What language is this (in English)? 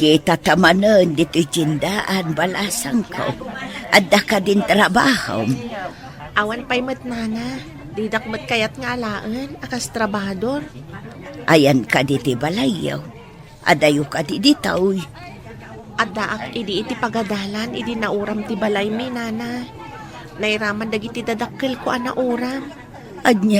Iloko